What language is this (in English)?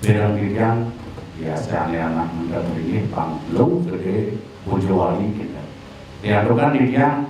Balinese